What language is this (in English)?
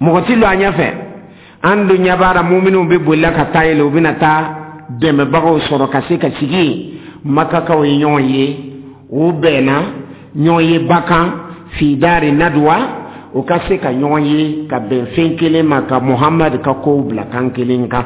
Dyula